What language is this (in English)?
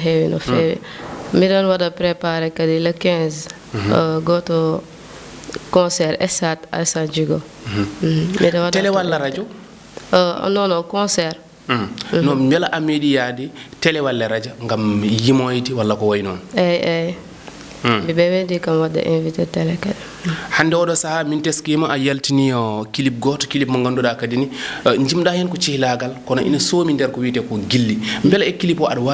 Fula